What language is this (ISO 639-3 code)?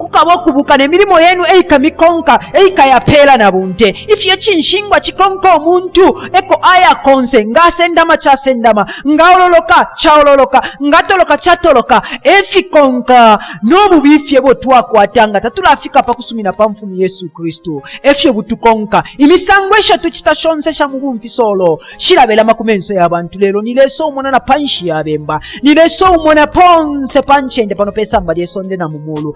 bem